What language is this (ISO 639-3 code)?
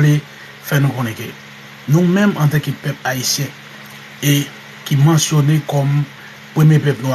hat